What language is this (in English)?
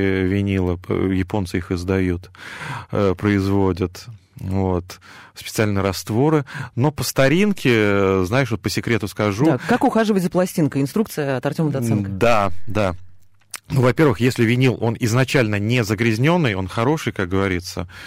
Russian